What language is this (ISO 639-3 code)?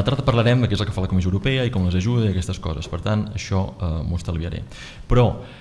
cat